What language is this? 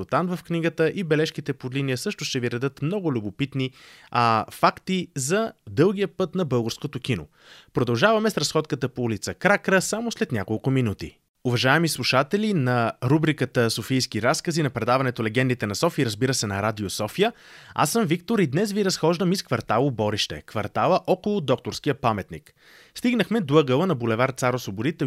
Bulgarian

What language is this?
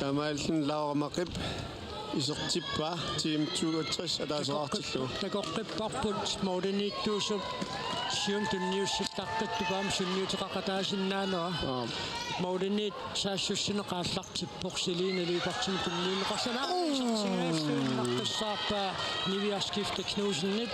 Kalaallisut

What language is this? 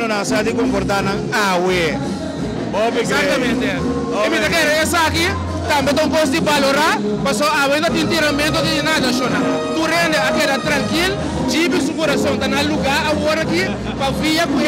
Papiamento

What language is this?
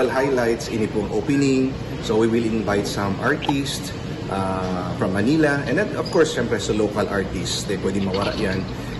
Bikol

